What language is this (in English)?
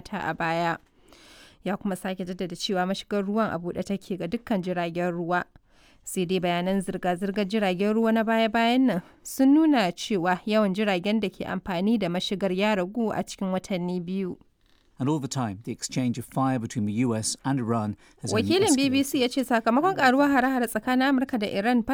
Hausa